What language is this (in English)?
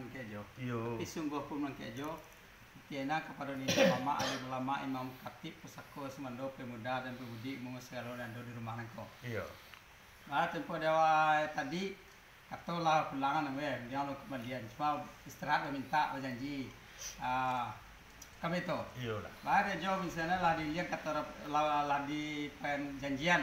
Minangkabau